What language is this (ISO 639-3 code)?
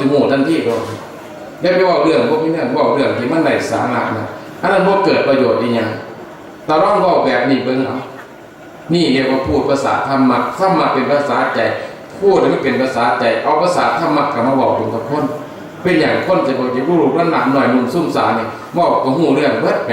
tts